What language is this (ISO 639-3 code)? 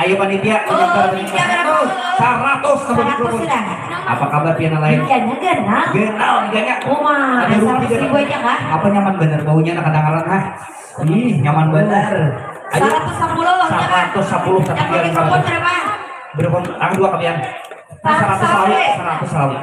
bjn